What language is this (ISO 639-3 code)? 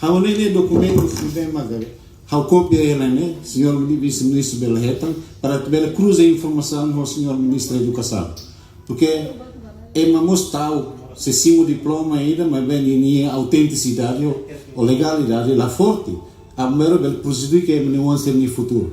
tet